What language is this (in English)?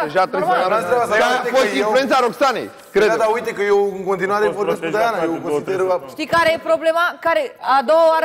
Romanian